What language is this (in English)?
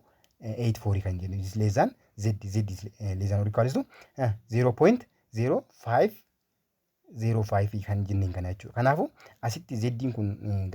Oromo